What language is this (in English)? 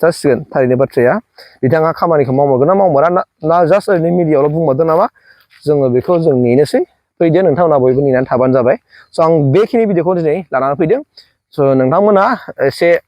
Bodo